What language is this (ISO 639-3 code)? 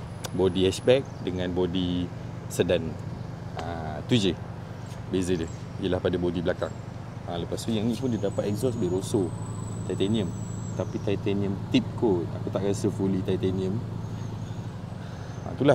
msa